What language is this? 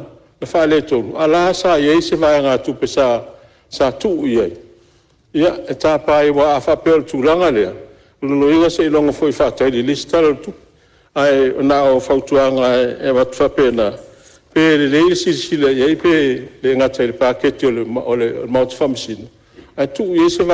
Samoan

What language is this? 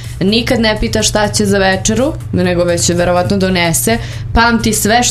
Serbian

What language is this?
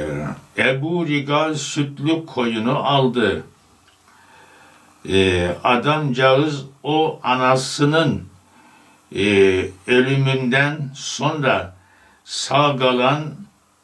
Turkish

